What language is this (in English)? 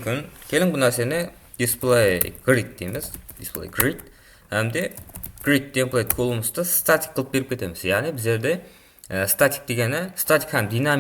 Kara-Kalpak